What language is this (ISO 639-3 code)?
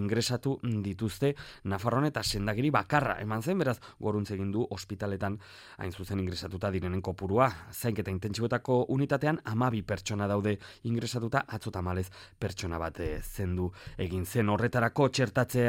eus